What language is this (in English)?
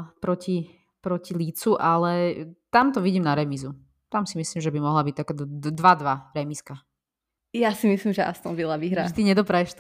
Slovak